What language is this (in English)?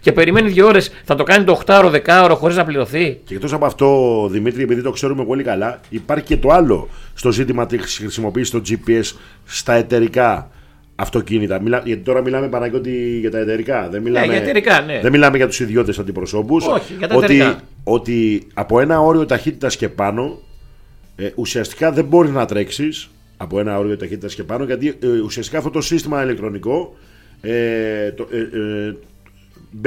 Greek